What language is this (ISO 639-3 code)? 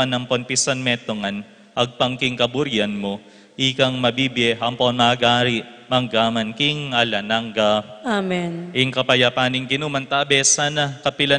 pam